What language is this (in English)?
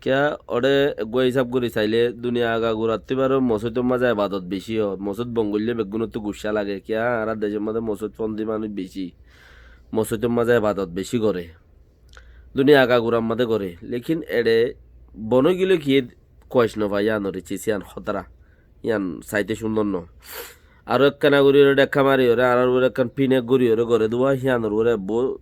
Rohingya